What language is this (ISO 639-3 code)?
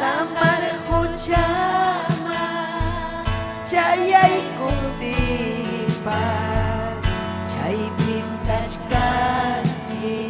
quy